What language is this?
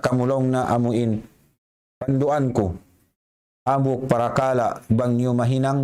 Tausug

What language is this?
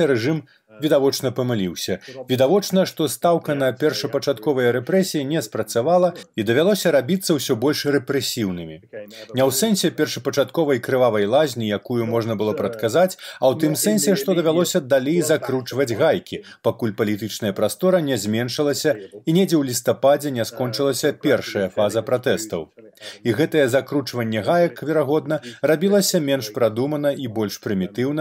Belarusian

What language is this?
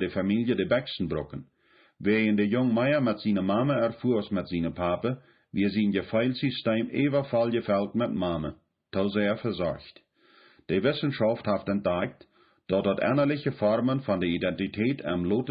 Plautdietsch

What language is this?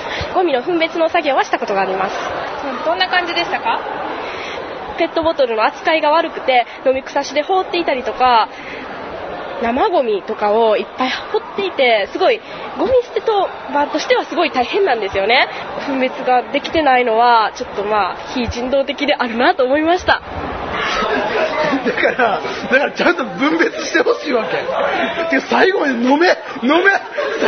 Japanese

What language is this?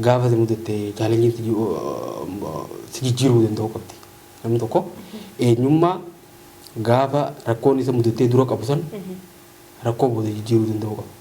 Oromo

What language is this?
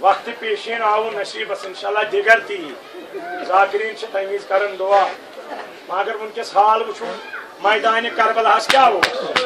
Kashmiri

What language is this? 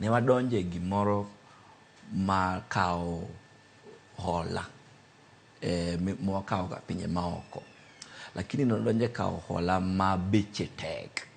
Luo (Kenya and Tanzania)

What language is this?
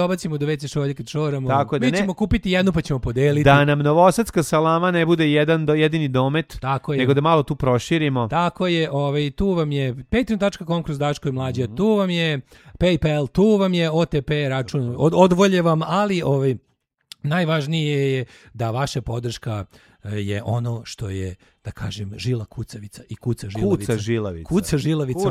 Serbian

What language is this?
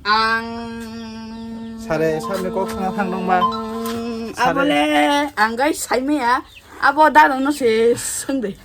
Kok Borok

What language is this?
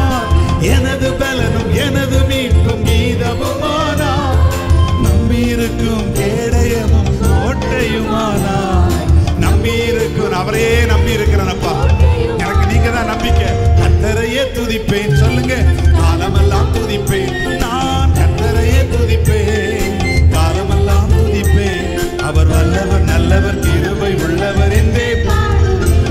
Tamil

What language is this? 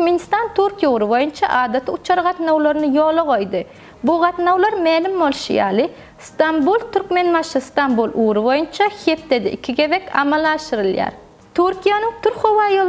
Turkmen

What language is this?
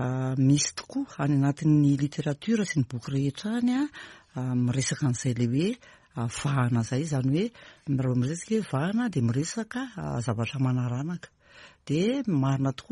Malagasy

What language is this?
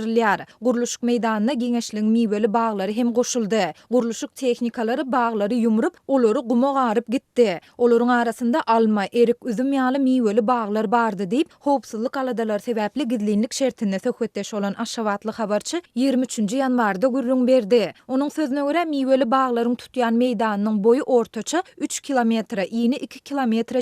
Turkmen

